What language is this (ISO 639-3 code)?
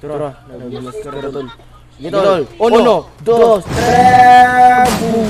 ceb